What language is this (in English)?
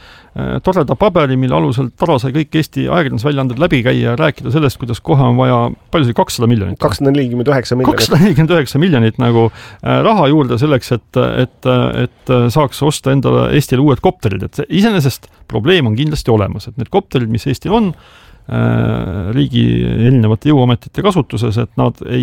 Estonian